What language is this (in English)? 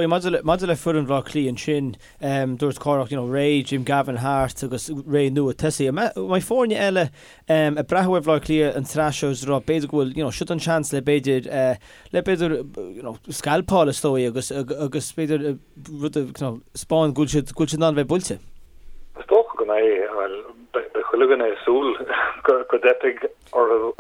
Irish